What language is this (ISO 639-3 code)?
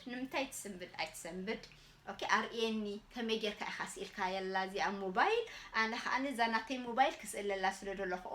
tir